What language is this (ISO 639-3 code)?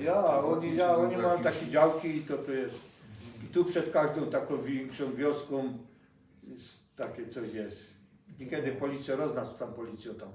szl